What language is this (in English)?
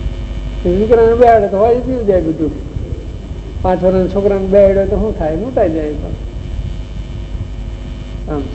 Gujarati